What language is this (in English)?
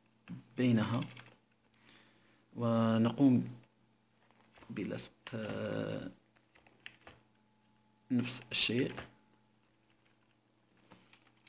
Arabic